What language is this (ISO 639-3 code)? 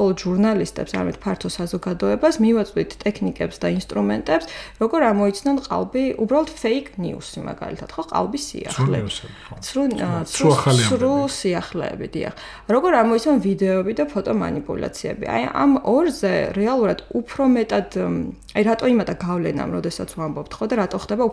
kat